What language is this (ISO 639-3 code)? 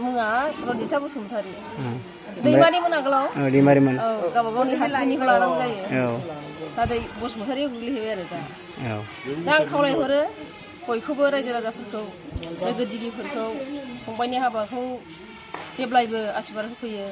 brx